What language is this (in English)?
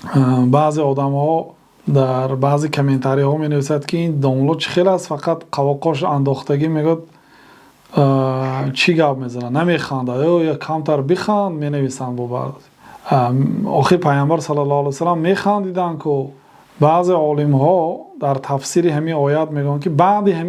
Tajik